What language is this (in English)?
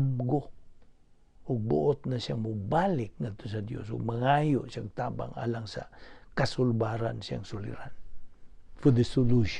Cebuano